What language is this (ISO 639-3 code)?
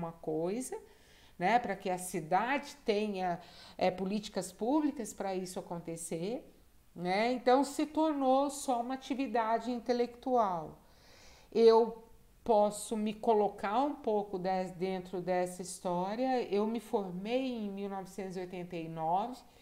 por